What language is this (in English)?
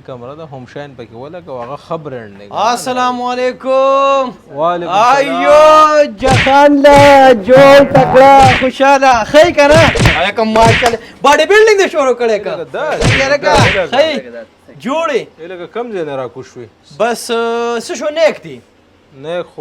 Pashto